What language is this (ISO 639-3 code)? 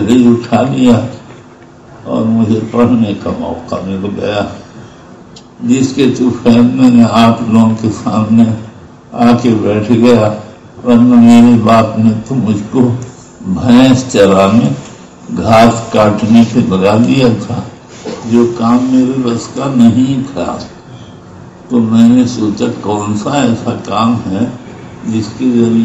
urd